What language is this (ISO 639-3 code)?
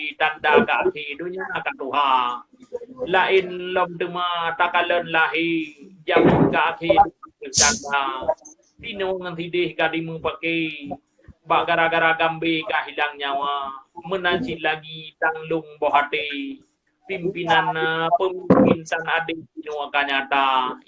ace